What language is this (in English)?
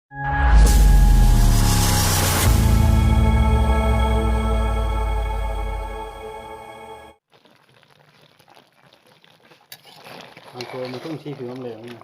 Manipuri